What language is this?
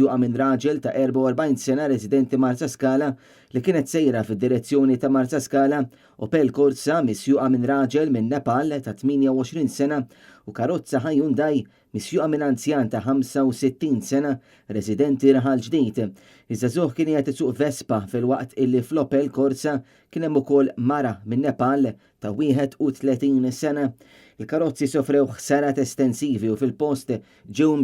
Maltese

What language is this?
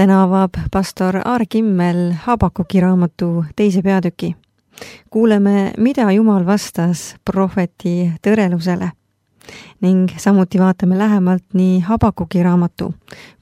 Estonian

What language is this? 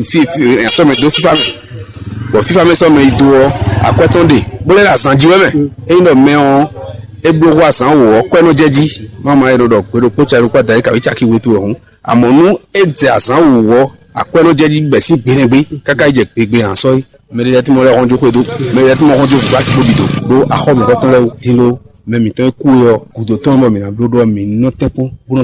Fon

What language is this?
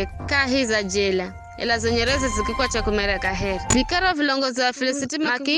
Giryama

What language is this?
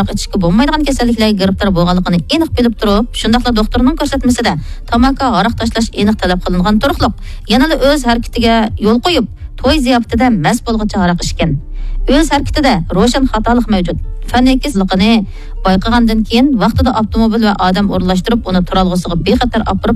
Uyghur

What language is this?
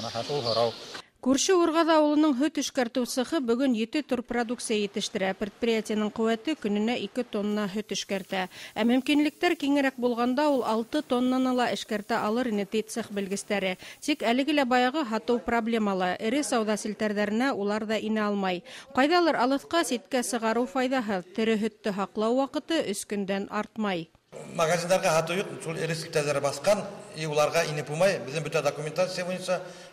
Bashkir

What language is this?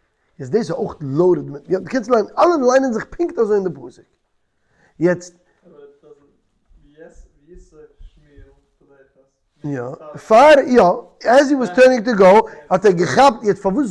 Yiddish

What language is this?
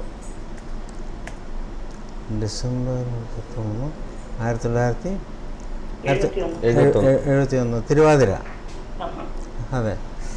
Malayalam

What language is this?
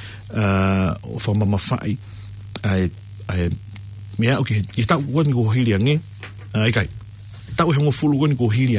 Tongan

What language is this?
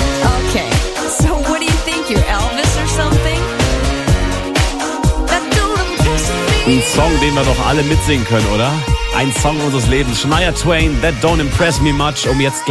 German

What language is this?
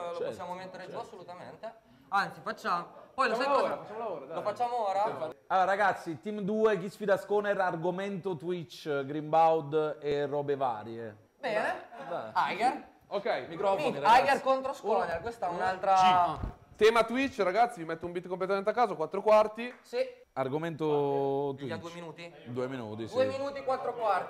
Italian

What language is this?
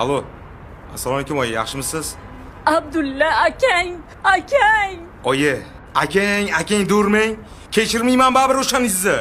Uzbek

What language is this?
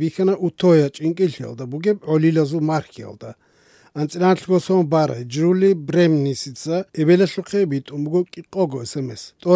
Avaric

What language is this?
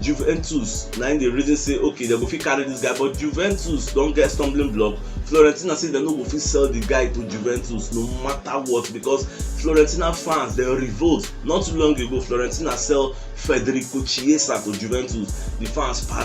Nigerian Pidgin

